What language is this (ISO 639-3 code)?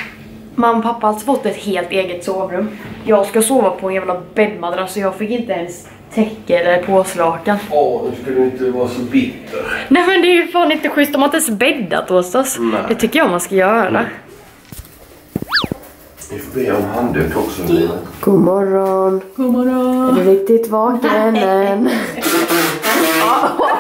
swe